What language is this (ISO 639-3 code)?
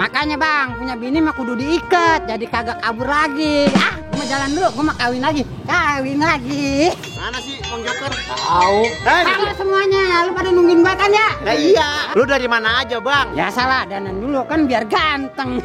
bew